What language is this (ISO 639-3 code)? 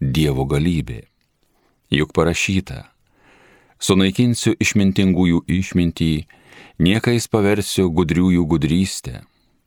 lit